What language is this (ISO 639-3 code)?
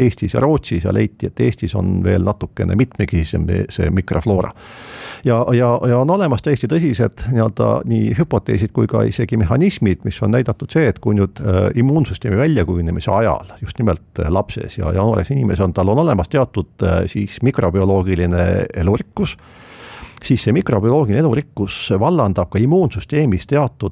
est